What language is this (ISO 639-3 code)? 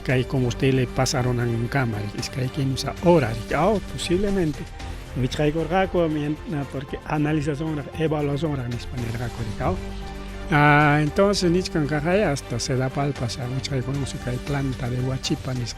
quy